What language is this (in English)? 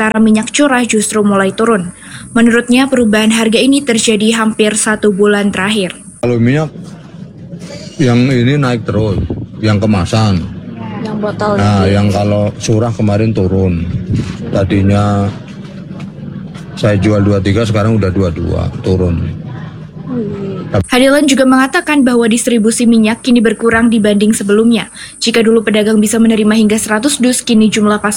Indonesian